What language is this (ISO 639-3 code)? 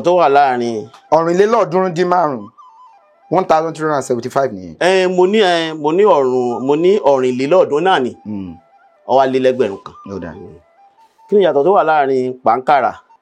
yor